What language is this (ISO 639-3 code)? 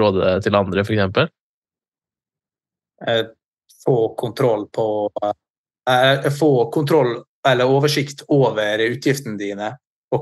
nor